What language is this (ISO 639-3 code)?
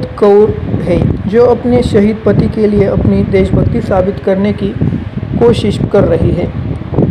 hin